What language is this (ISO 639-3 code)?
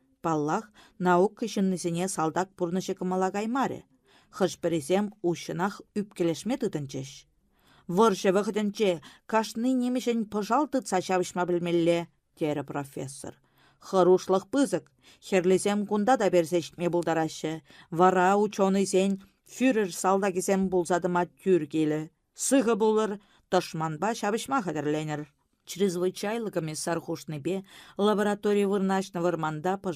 chv